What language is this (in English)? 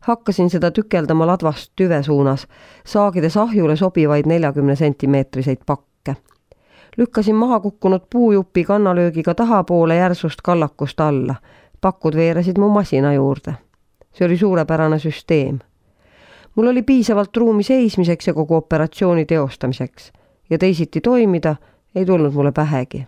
Estonian